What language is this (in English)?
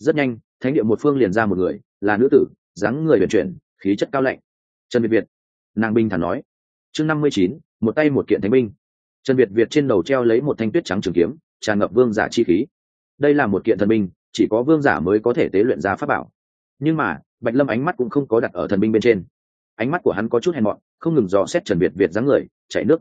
Vietnamese